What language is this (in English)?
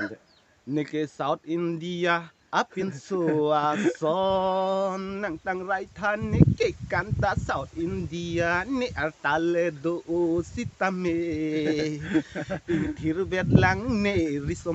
Karbi